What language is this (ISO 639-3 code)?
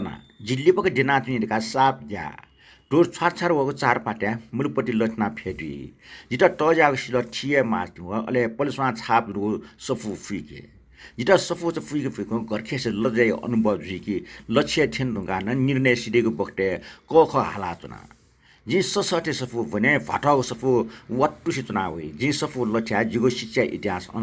new